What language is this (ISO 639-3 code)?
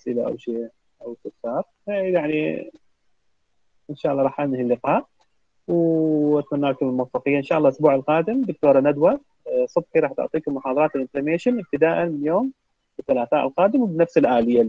acm